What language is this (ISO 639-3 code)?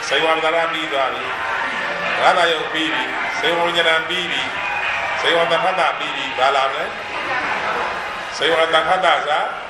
mya